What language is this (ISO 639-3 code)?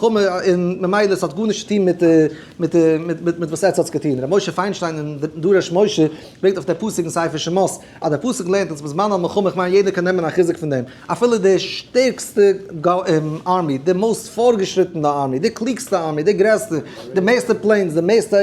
yid